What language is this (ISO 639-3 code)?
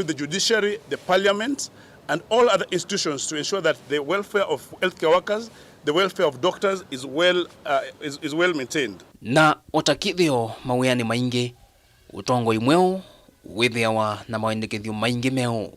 kam